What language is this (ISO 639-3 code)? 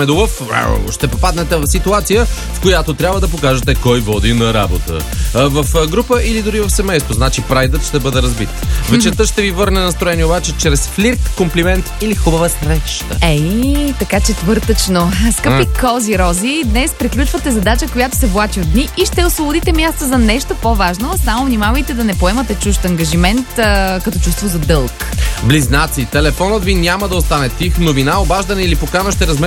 bul